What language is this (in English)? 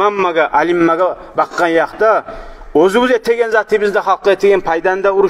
Kumyk